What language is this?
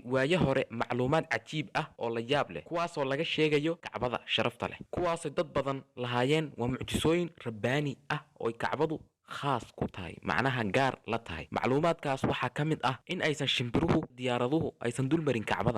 Somali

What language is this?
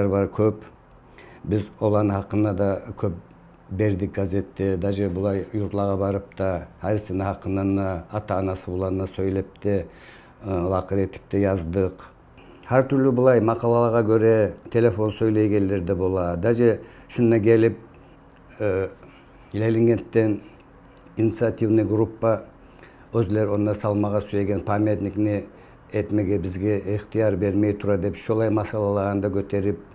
Kumyk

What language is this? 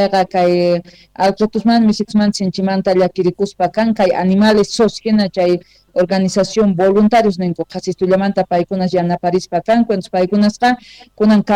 South Bolivian Quechua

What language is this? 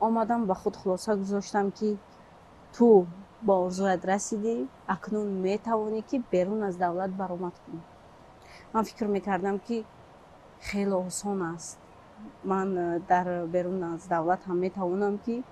Tajik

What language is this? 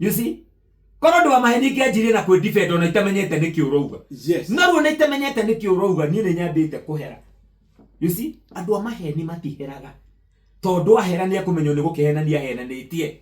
Kikuyu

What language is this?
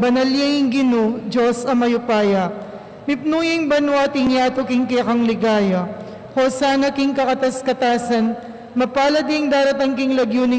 Pampanga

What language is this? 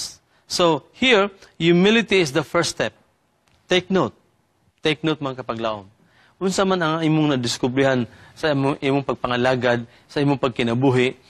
Cebuano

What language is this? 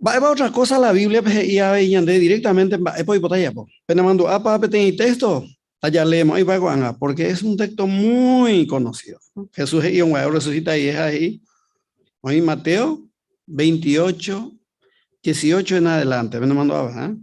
Guarani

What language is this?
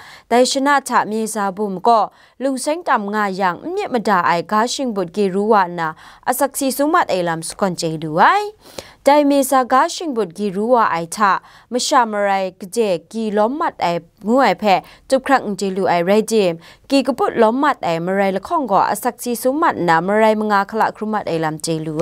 Kachin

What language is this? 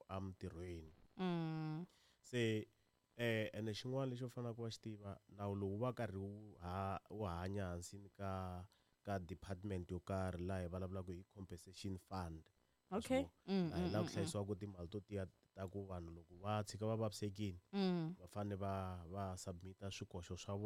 Tsonga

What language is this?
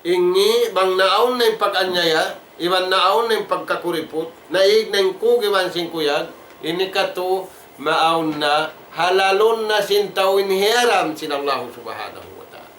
Tausug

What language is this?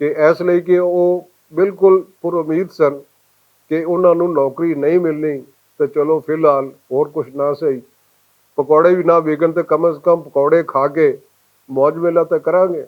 Western Panjabi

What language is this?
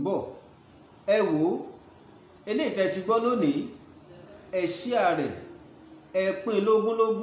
Yoruba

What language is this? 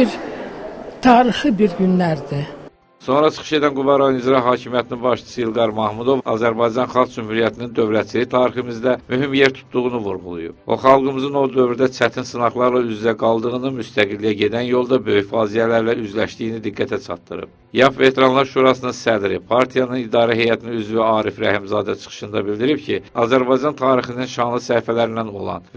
Azerbaijani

